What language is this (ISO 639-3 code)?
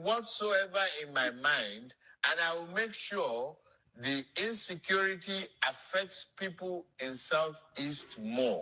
yor